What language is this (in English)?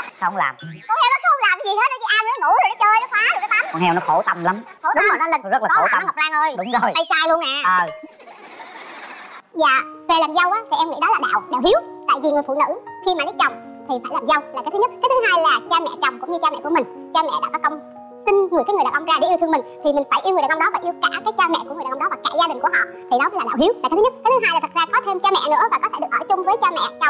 Vietnamese